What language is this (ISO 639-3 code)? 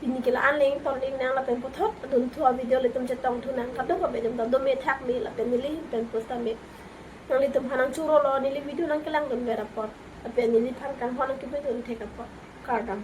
mjw